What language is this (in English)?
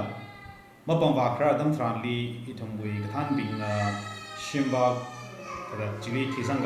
Tangkhul Naga (India)